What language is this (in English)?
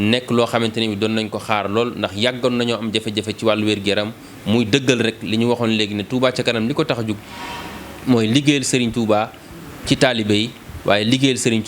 Wolof